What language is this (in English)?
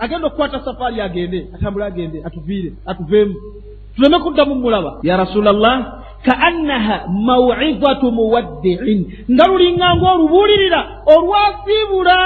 Ganda